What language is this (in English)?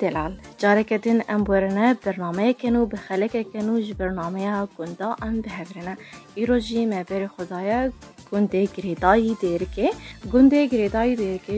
Kurdish